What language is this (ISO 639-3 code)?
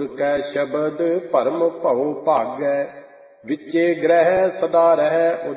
pan